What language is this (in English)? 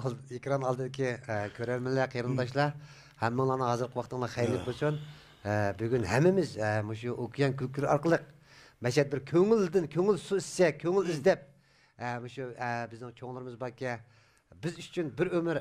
Uyghur